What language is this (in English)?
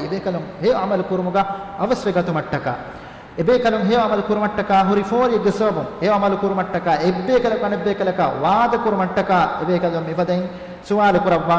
Divehi